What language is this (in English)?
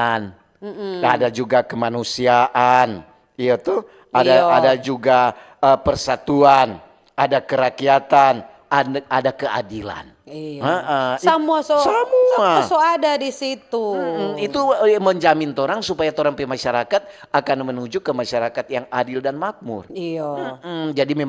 Manado Malay